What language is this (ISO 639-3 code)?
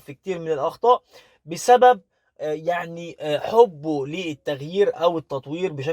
arz